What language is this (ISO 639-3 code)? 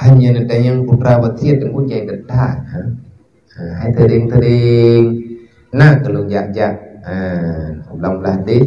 ace